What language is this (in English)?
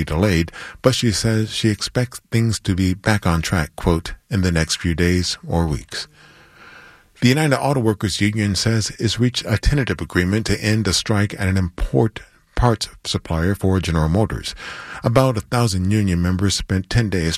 English